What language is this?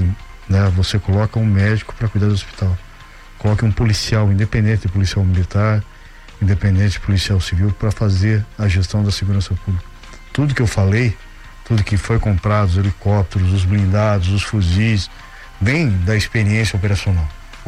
Portuguese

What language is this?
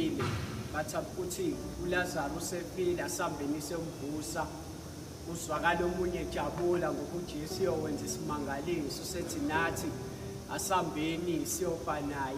Zulu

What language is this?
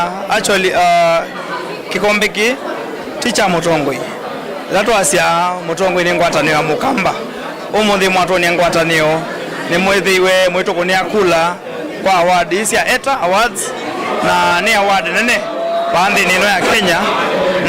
Kamba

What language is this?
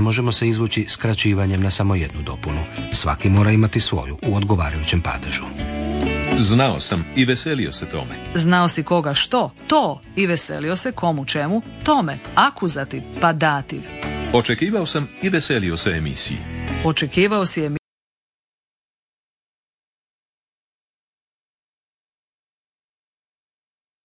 Croatian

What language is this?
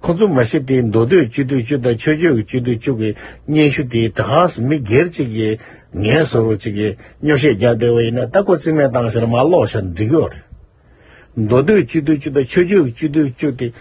Tibetan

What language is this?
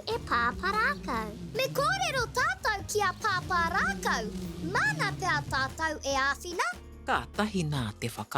Māori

